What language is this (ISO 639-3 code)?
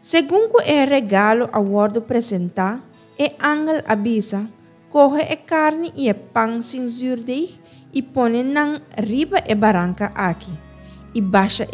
pap